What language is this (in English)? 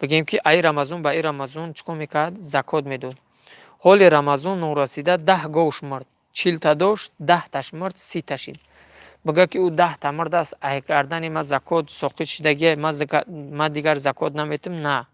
Tajik